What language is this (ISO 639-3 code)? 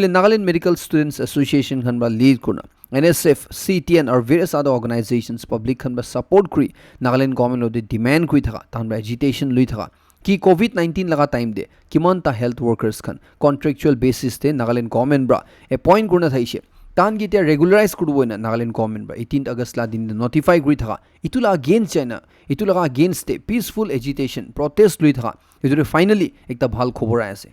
nag